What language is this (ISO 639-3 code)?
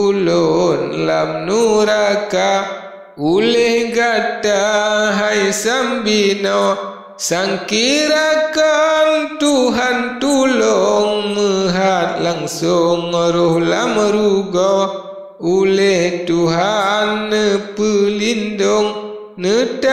ace